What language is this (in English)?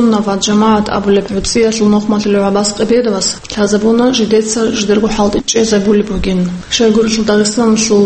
Avaric